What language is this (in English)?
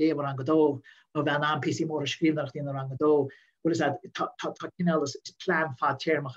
Irish